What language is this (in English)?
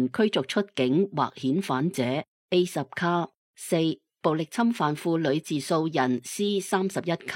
Cantonese